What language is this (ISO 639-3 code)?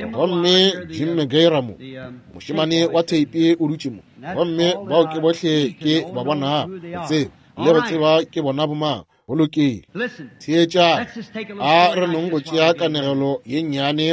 nso